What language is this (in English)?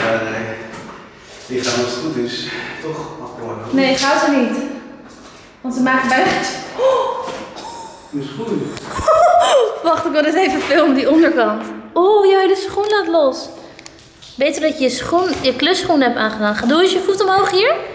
Dutch